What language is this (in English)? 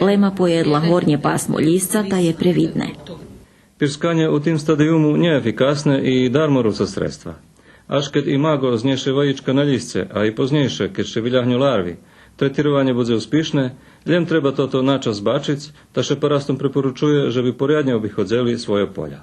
Rusyn